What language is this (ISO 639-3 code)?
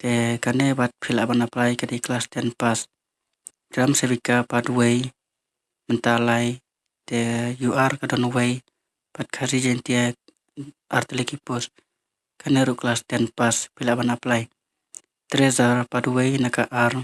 kha